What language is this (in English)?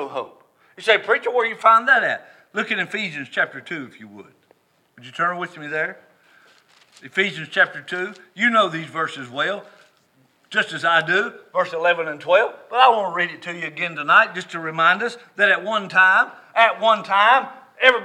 English